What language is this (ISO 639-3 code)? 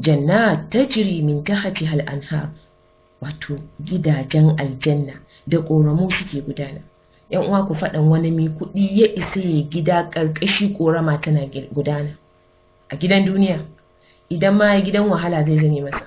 hau